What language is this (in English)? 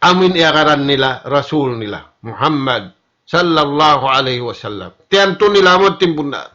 Tausug